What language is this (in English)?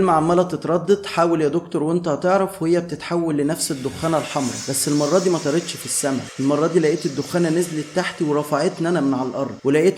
Egyptian Arabic